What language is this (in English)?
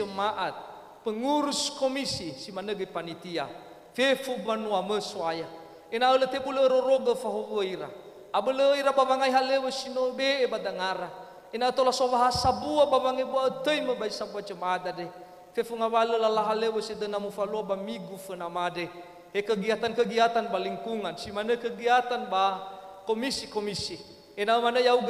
Nias